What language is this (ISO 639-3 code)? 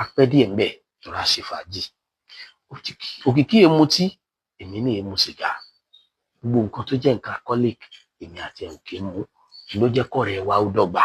yor